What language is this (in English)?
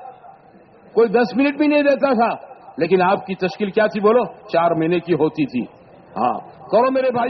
Urdu